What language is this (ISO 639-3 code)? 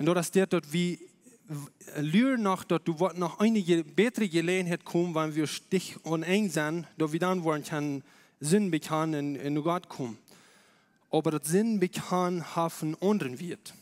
pdt